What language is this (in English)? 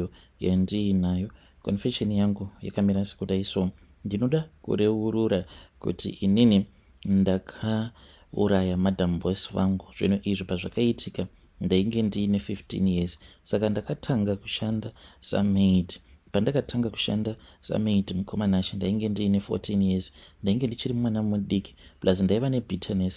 Shona